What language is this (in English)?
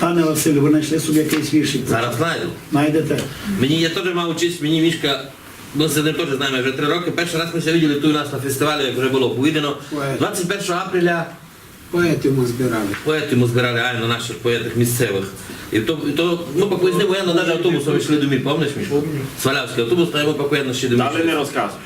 Rusyn